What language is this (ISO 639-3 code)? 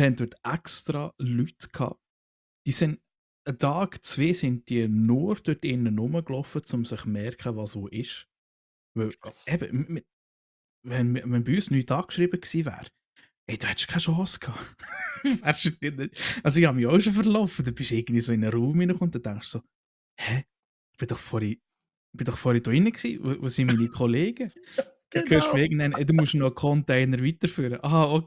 gsw